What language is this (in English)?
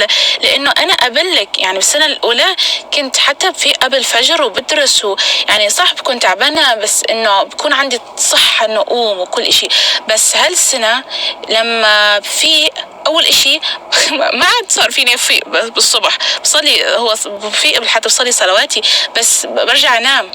North Levantine Arabic